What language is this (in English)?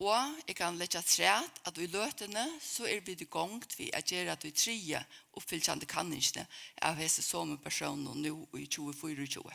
Faroese